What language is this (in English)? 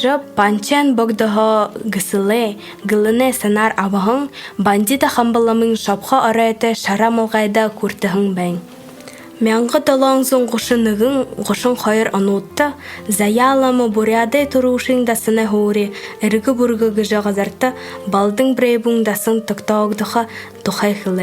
Buriat